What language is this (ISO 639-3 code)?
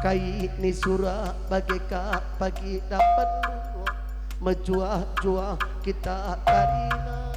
btx